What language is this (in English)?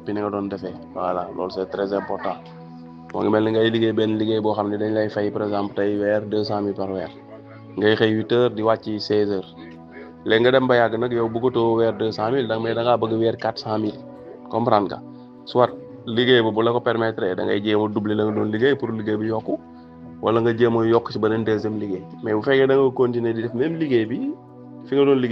Wolof